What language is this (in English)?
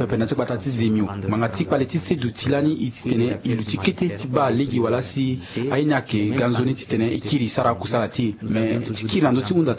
Sango